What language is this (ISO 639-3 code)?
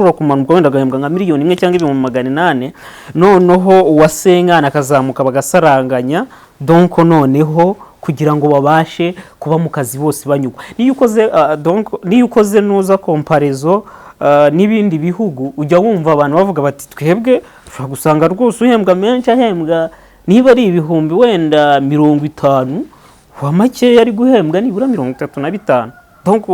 kin